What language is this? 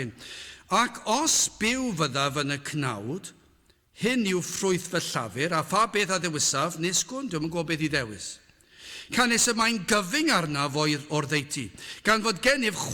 Welsh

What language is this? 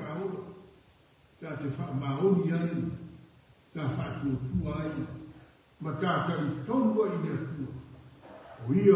Samoan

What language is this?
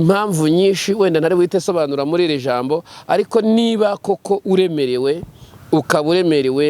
Kinyarwanda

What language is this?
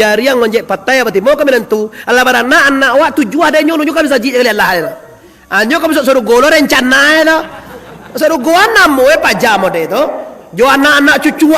Minangkabau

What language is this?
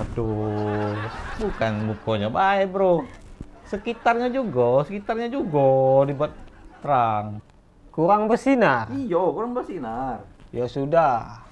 Musi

